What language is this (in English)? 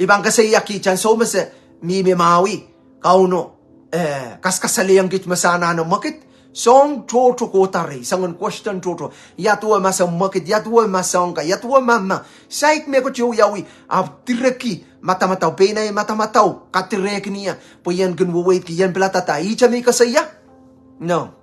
Pohnpeian